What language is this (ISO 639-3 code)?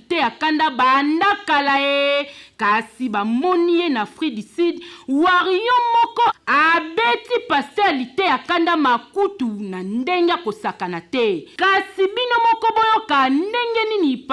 lin